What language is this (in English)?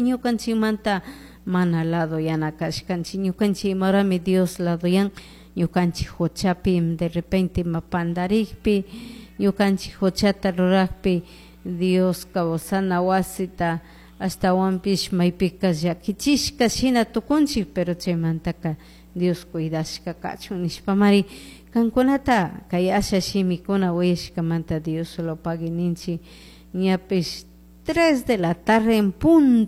Chimborazo Highland Quichua